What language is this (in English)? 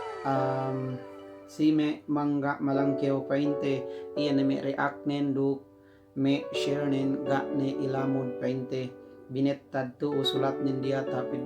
Yakan